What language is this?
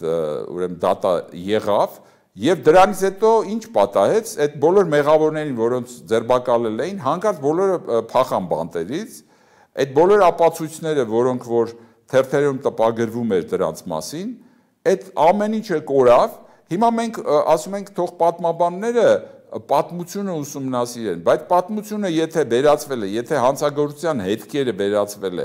Armenian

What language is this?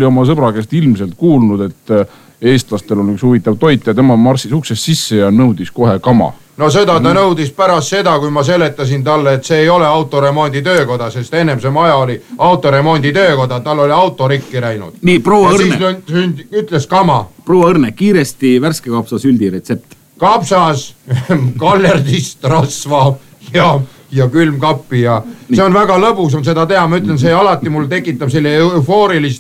Estonian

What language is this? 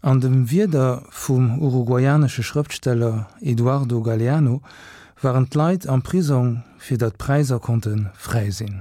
Luxembourgish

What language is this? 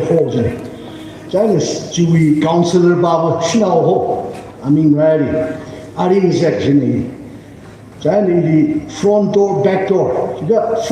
Tangkhul Naga (India)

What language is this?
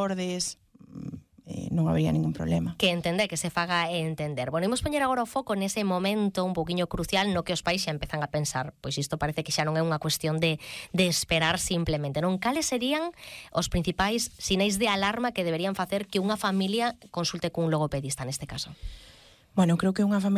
Galician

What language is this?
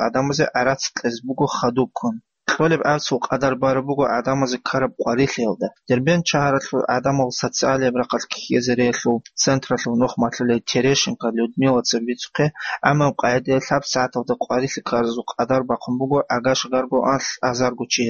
Avaric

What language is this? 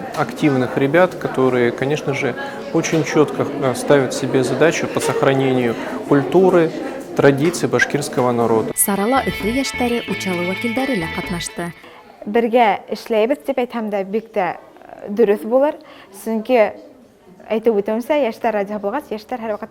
Bashkir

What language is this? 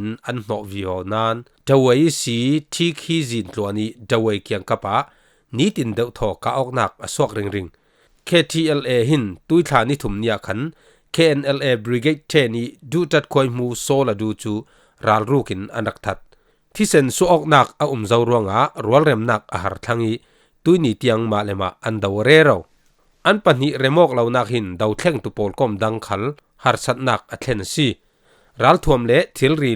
Falam Chin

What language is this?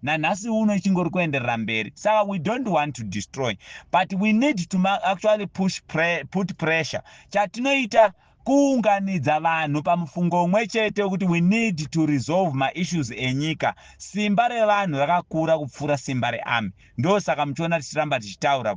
Shona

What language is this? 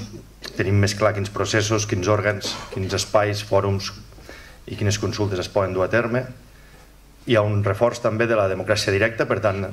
Catalan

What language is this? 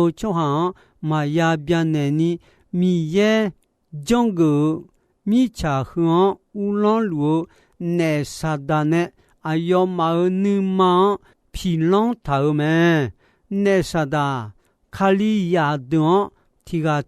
Akha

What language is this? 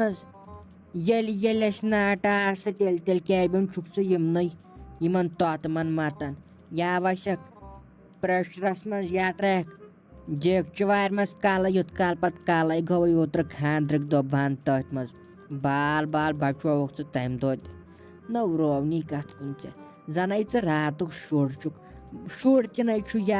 Kashmiri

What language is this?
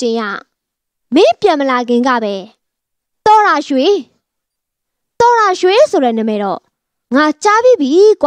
Burmese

